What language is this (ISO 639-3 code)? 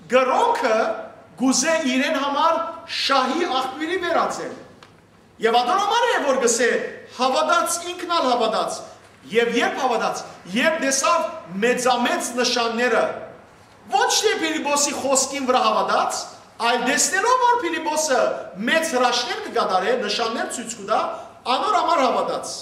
hyw